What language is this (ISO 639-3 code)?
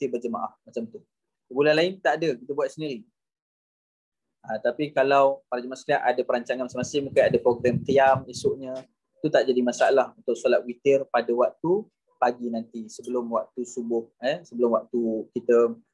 msa